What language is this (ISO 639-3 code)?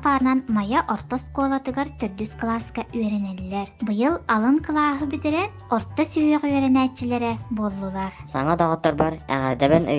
sah